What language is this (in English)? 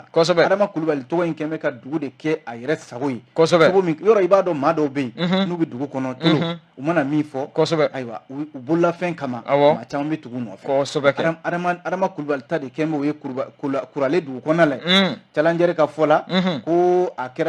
Bambara